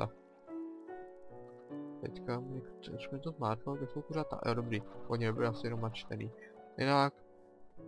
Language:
Czech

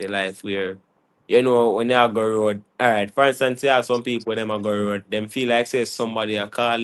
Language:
Jamaican Creole English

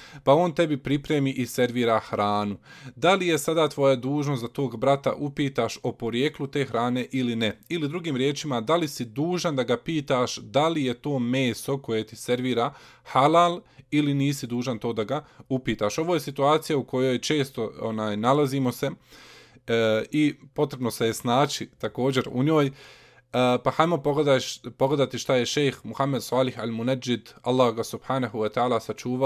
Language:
Bosnian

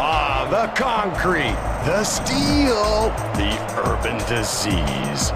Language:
Swiss German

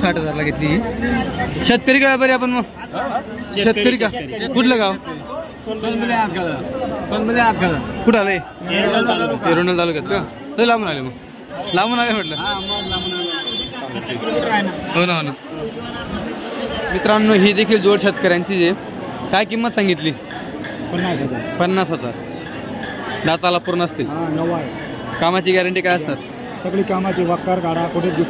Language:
Marathi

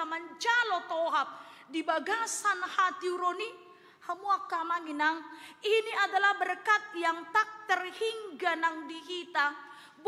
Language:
Batak Toba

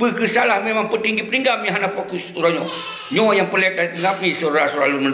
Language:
Achinese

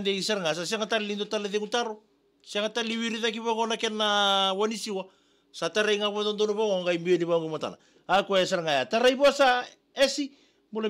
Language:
Fijian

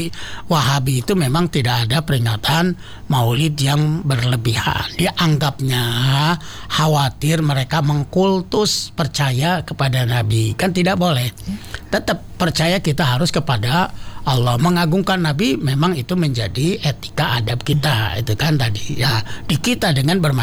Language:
Indonesian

